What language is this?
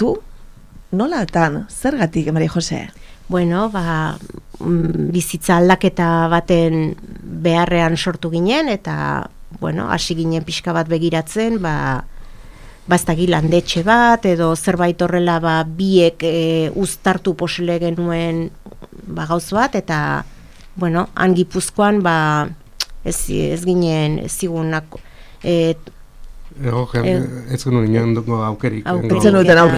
Basque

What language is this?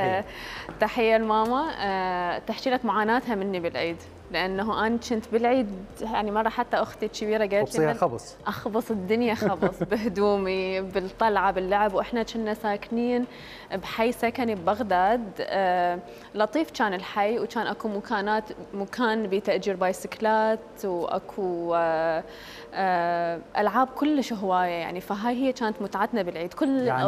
Mesopotamian Arabic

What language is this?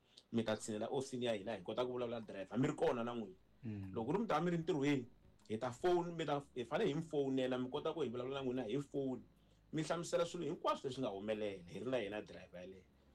Tsonga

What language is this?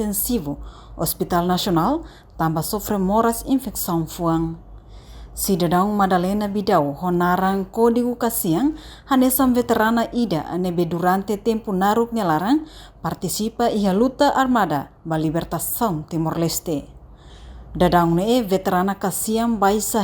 Tetum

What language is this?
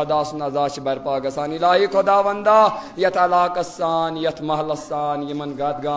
Kashmiri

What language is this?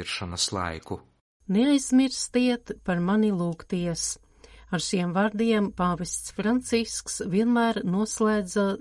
Latvian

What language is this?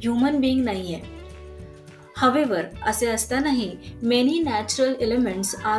Marathi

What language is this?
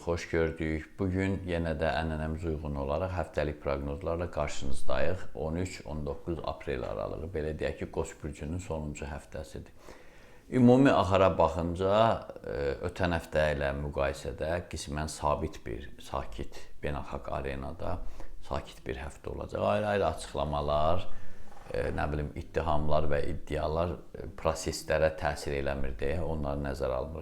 Azerbaijani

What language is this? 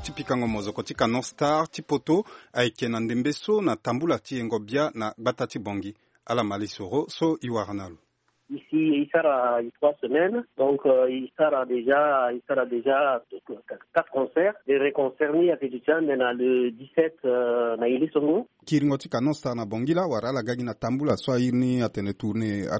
Sango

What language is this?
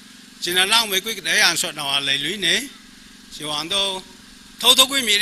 Tangkhul Naga (India)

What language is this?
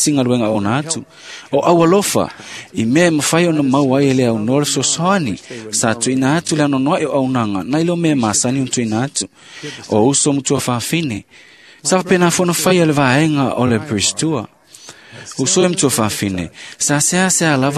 Samoan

